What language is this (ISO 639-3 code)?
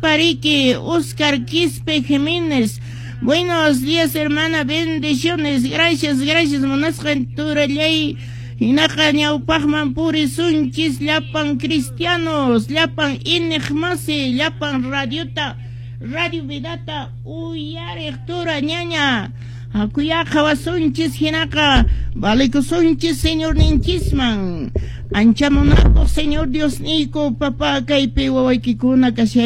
que